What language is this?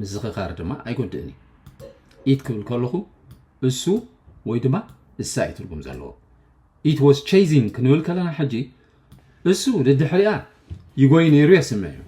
Tigrinya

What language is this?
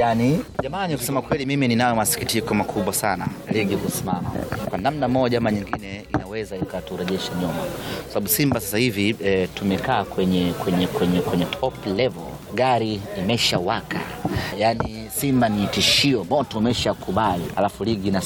Swahili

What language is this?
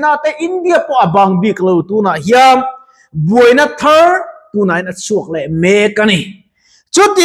Mizo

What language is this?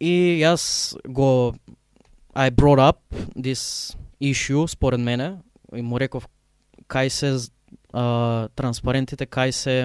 Macedonian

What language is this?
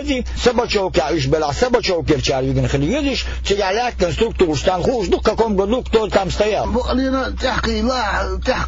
Chechen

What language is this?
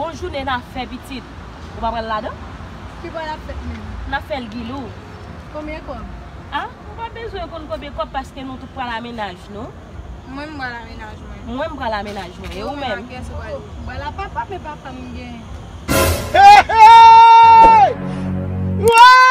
Haitian Creole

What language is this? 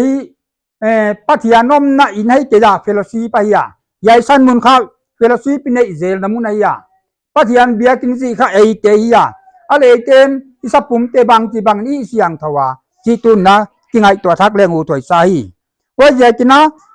Paite Chin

